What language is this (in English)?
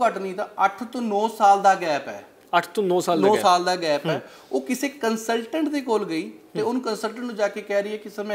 Punjabi